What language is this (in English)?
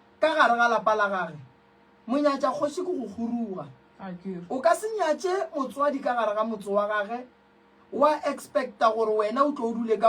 Northern Sotho